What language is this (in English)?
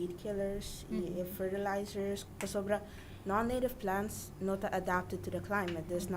Papiamento